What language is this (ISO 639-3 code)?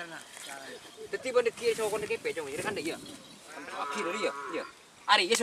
mad